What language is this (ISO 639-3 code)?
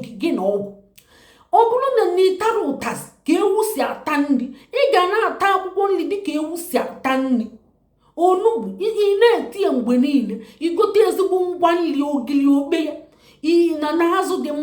ibo